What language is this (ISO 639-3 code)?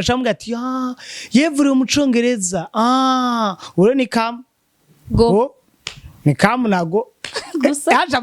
run